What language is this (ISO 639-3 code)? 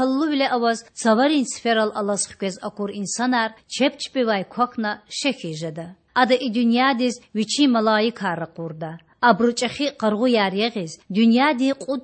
lez